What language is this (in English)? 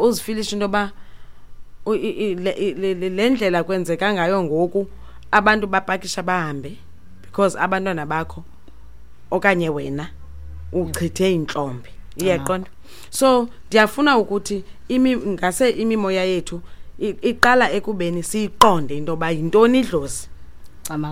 Xhosa